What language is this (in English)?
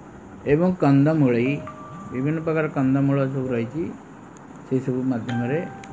Odia